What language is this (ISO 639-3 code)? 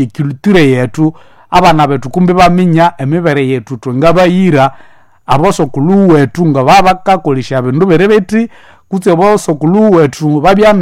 nnb